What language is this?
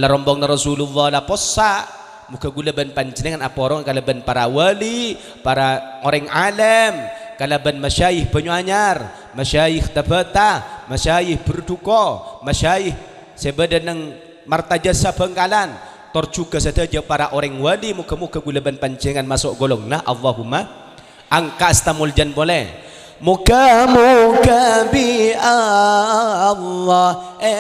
Madurese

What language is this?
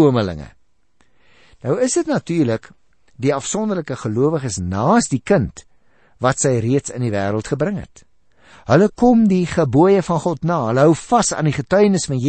Afrikaans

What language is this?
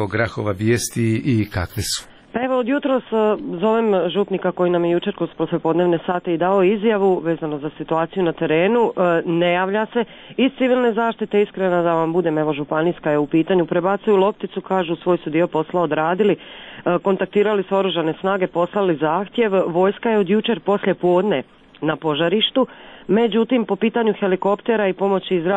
Croatian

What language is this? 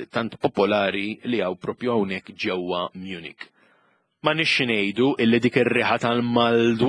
Maltese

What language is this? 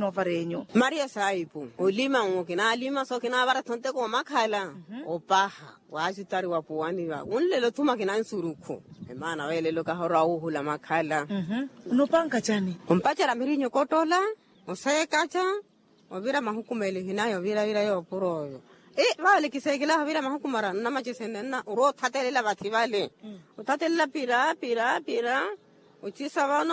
Makhuwa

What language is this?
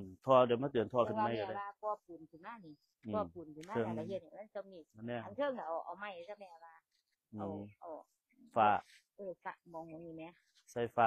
Northeastern Thai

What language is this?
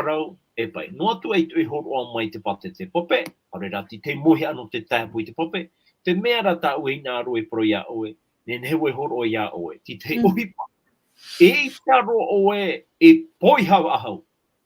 Tahitian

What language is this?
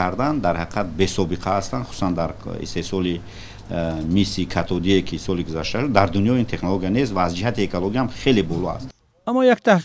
Tajik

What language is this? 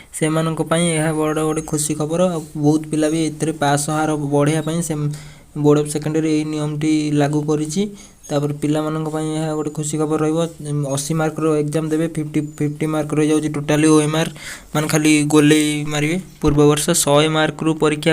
Odia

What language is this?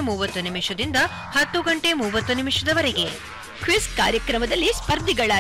Kannada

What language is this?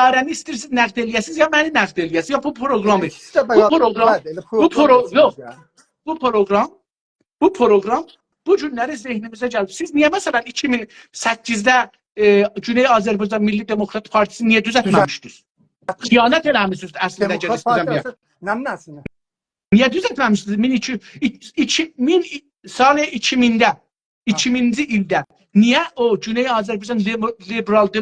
South Azerbaijani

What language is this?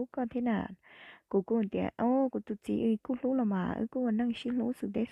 Hmong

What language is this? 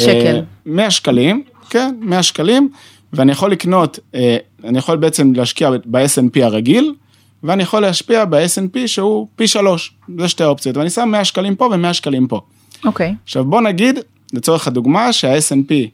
Hebrew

